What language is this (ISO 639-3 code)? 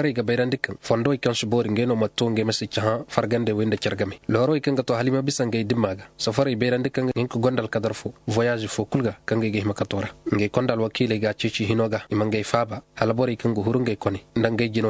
dje